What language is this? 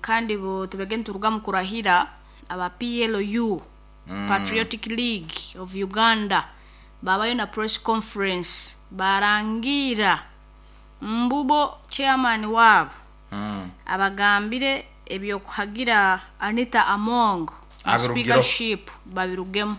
Nyankole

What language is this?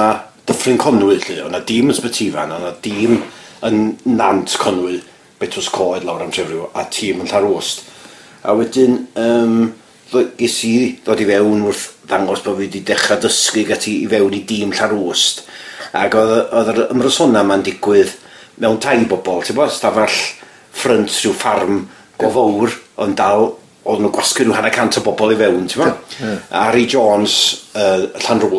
Welsh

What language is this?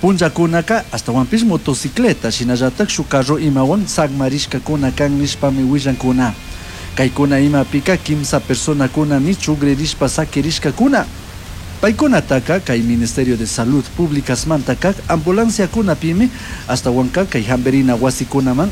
Chimborazo Highland Quichua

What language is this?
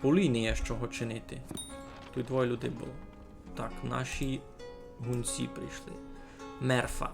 Rusyn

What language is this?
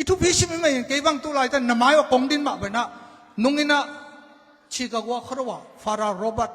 Tedim Chin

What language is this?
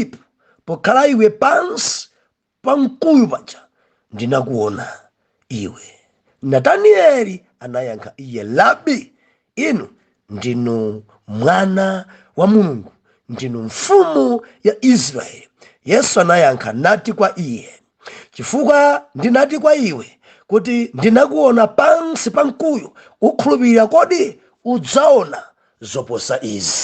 Nyanja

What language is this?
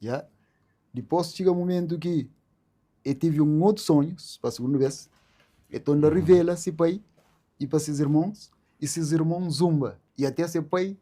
Kabuverdianu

